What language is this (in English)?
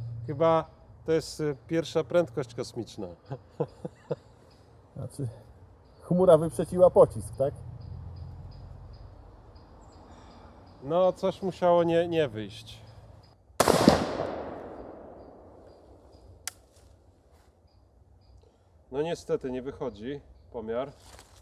Polish